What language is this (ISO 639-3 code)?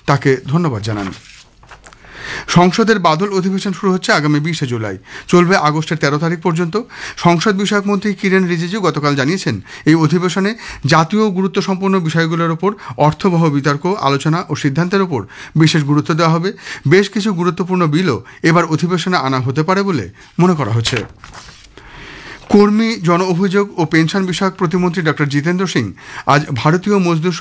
ben